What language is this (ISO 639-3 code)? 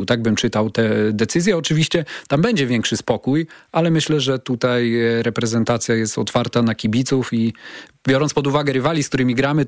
pol